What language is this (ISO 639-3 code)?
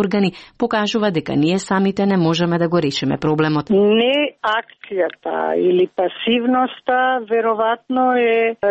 mkd